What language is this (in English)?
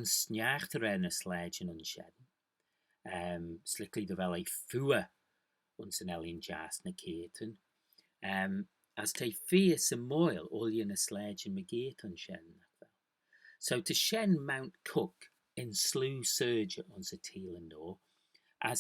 Manx